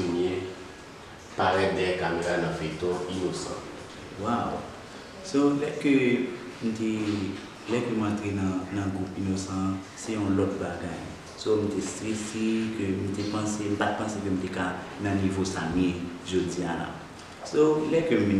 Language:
Haitian Creole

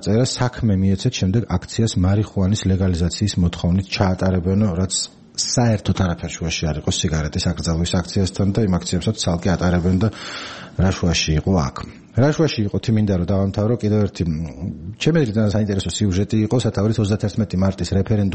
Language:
Georgian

